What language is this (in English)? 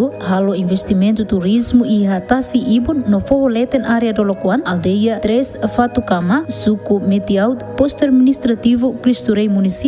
Tetum